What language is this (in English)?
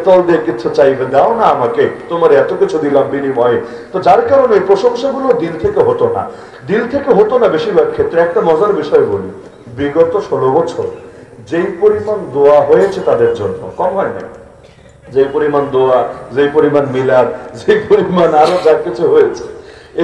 Bangla